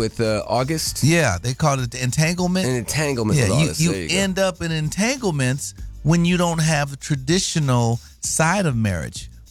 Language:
English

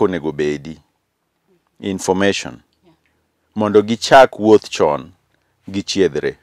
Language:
Luo (Kenya and Tanzania)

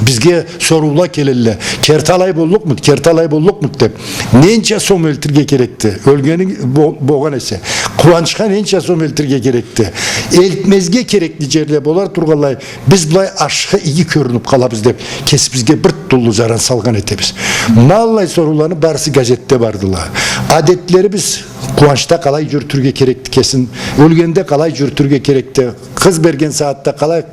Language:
Karachay-Balkar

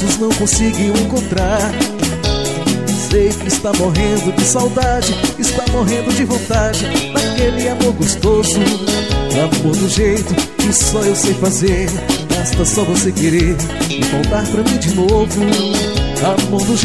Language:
Portuguese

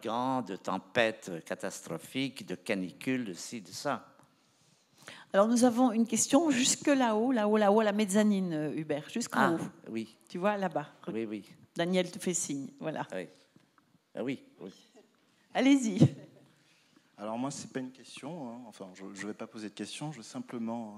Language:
French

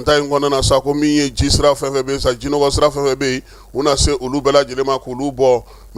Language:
Bambara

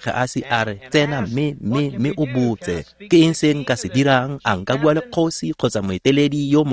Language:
Tswana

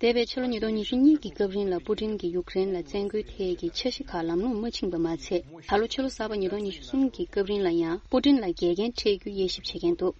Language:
Tibetan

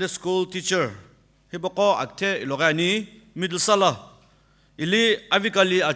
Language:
Sumi Naga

